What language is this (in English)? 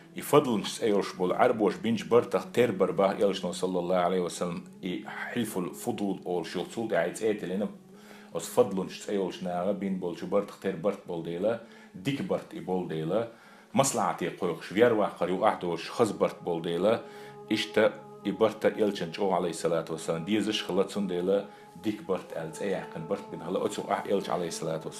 Chechen